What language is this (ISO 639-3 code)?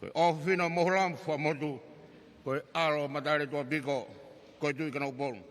ton